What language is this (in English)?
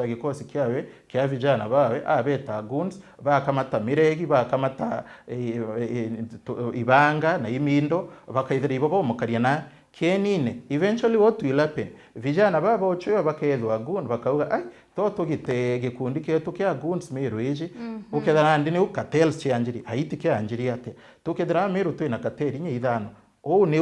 Meru